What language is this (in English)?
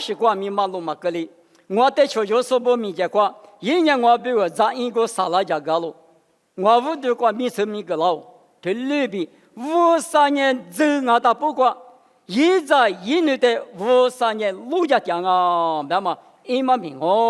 Lisu